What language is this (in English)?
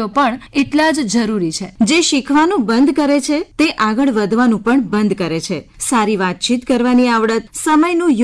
Gujarati